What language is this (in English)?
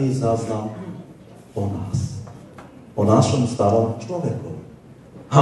Slovak